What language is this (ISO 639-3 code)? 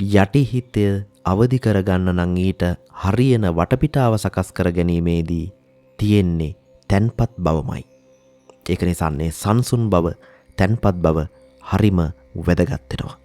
sin